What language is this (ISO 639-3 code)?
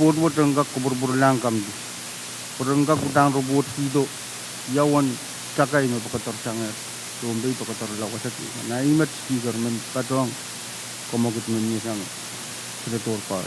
pon